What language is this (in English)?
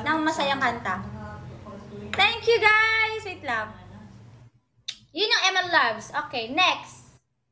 Filipino